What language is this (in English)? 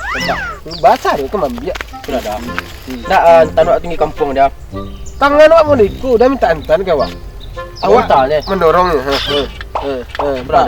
Minangkabau